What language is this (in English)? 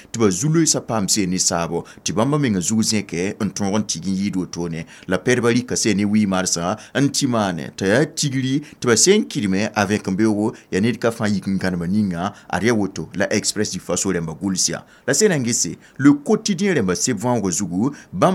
Mossi